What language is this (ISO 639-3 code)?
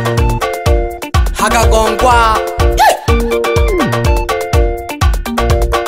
swa